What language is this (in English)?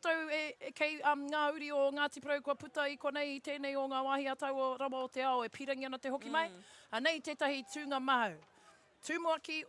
Māori